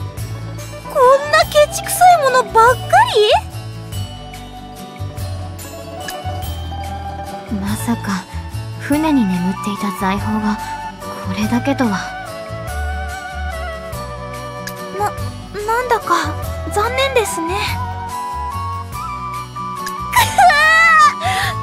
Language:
Japanese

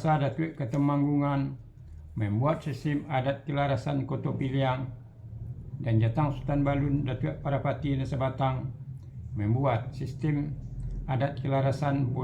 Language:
Minangkabau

